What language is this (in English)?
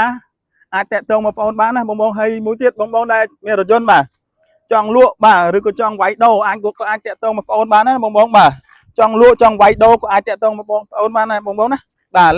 Khmer